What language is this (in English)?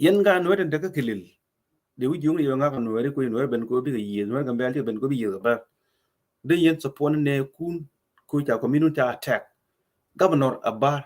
Nuer